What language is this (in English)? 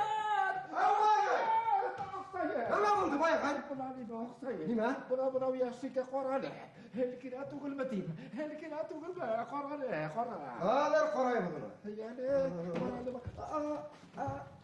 Bashkir